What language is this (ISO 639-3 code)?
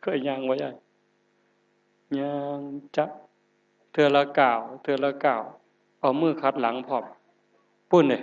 tts